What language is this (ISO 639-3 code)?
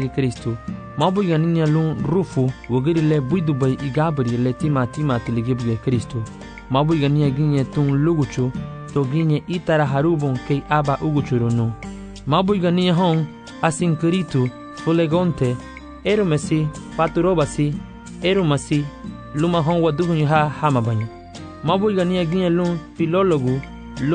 cab